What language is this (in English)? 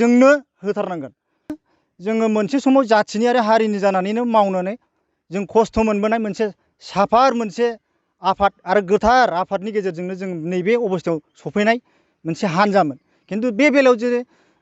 Bodo